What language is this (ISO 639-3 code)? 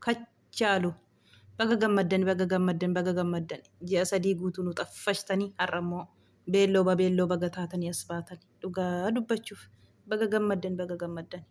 orm